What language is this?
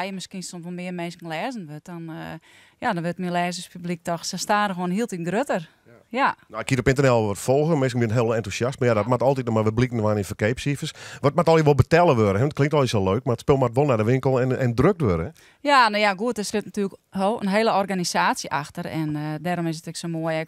Western Frisian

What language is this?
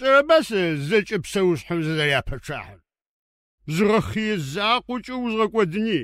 Adyghe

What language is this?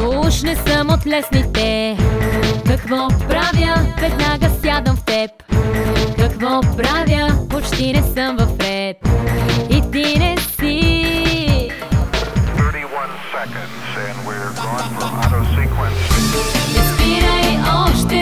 Bulgarian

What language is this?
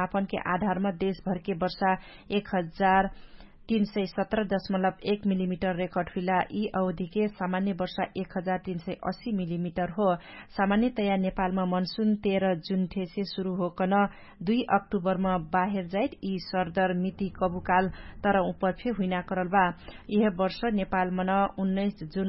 Dangaura Tharu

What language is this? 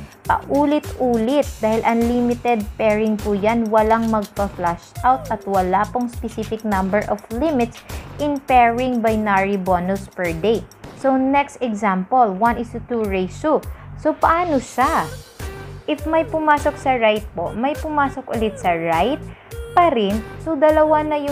Filipino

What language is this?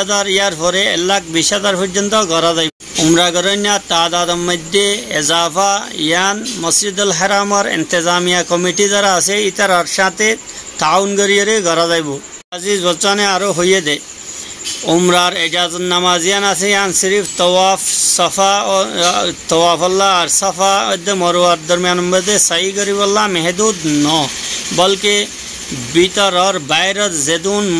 Rohingya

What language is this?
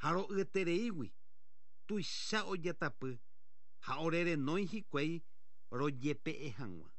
Guarani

